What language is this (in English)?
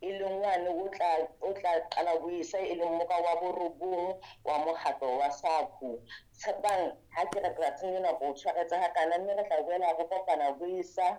Southern Sotho